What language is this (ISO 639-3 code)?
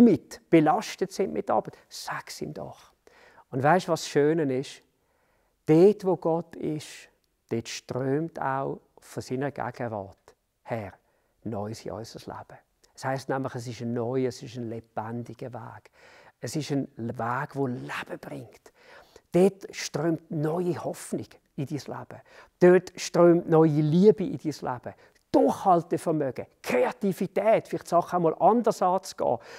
gsw